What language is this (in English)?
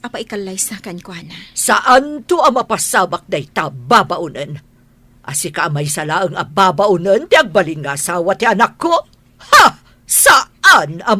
Iloko